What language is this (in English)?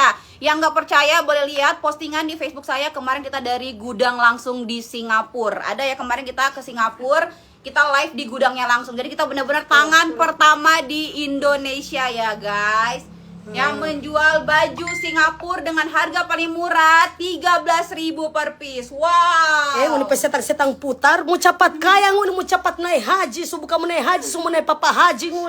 Manado Malay